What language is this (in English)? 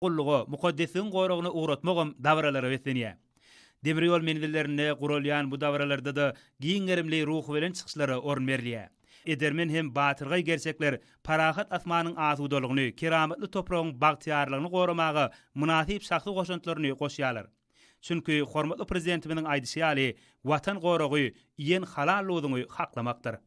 Turkmen